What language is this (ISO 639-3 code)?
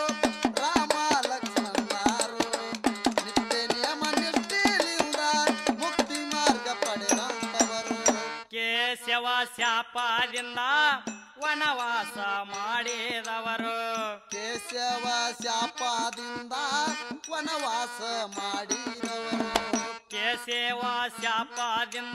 kan